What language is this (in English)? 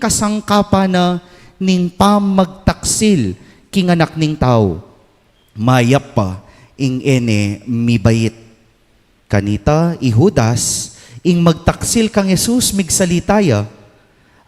Pampanga